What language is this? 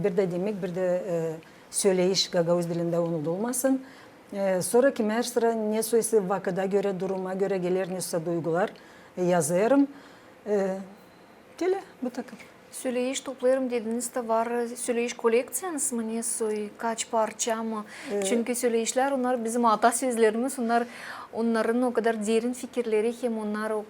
Gagauz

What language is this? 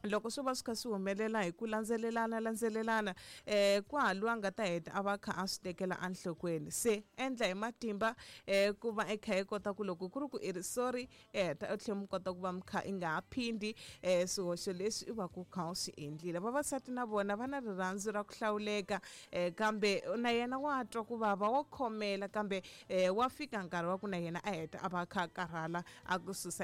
Tsonga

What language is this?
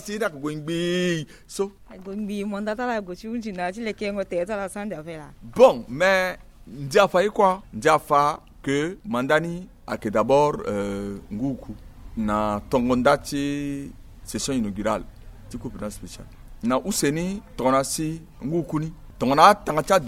Sango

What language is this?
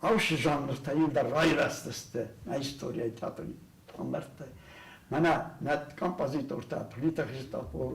Ossetic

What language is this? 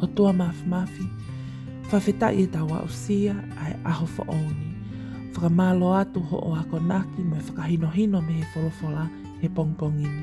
Tongan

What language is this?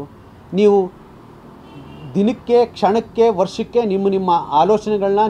Kannada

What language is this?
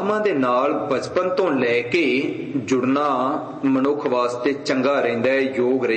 Punjabi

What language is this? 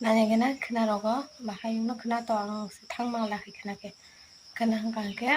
Kok Borok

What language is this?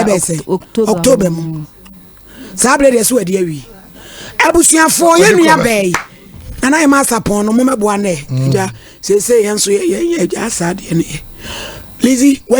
Akan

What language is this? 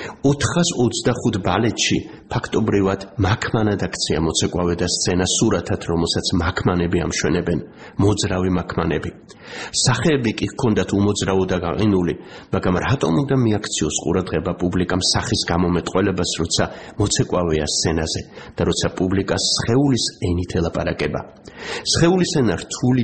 Georgian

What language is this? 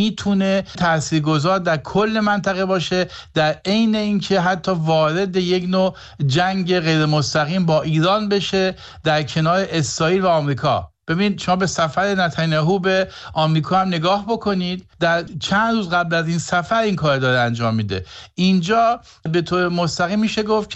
Persian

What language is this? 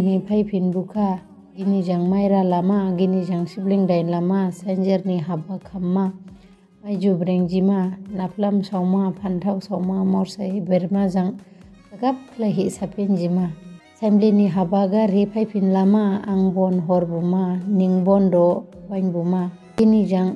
Dimasa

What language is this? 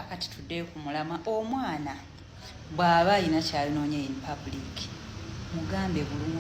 Ganda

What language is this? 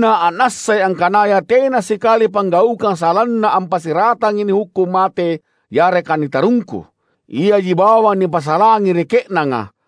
Makasar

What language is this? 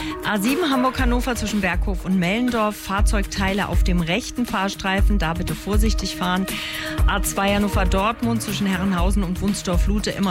German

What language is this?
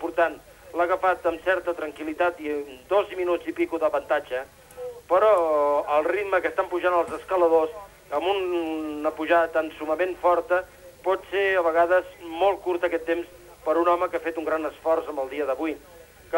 Catalan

